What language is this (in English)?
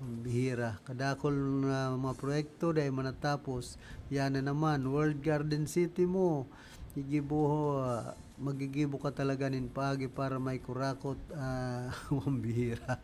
Bikol